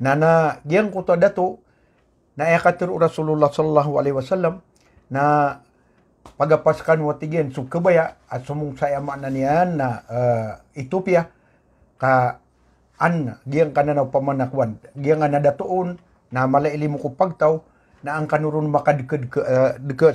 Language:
Maranao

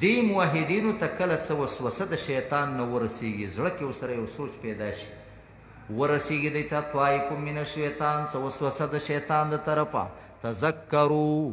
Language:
Pashto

